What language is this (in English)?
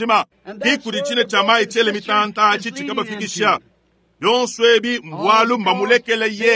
Luba-Lulua